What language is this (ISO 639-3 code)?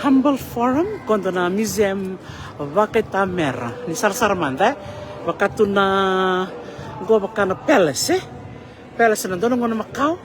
fij